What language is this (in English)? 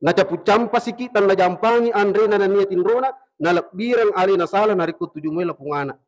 Buginese